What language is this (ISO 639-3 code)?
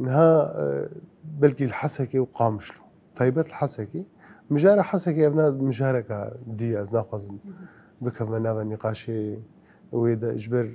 kur